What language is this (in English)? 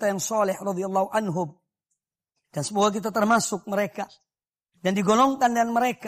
Indonesian